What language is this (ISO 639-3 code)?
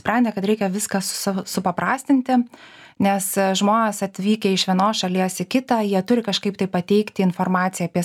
lit